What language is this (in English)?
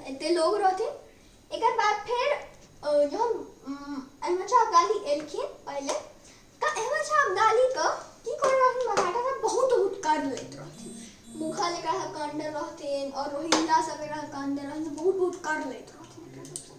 Maithili